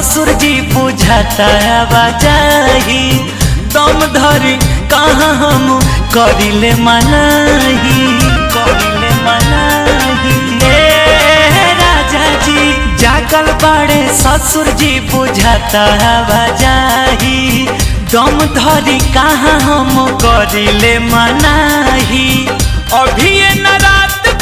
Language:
Bhojpuri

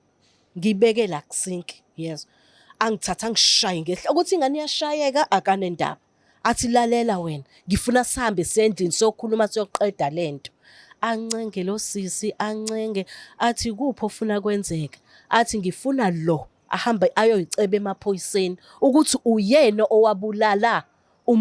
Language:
Zulu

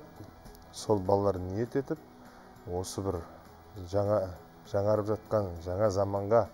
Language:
Kazakh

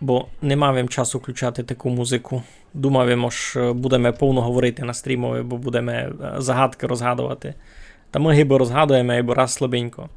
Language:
Rusyn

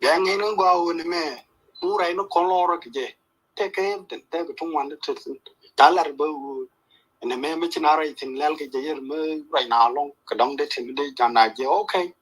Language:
Nuer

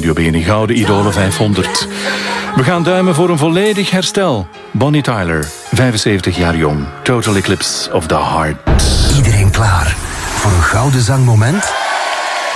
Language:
Dutch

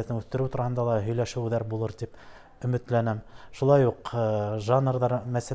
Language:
Bashkir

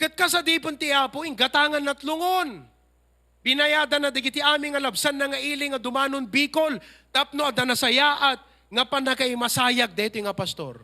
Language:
Iloko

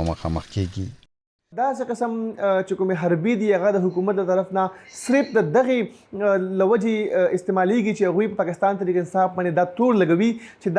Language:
Pashto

